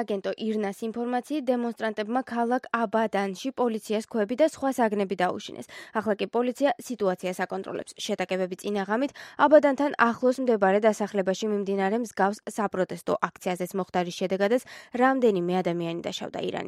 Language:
Georgian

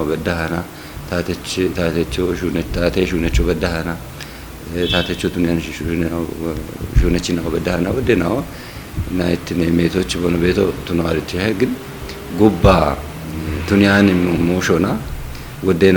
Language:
Kafa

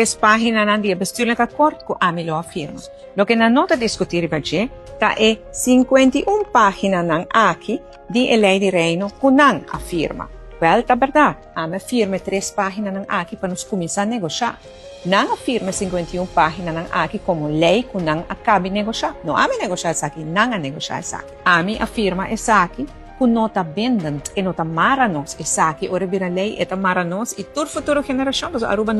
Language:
Papiamento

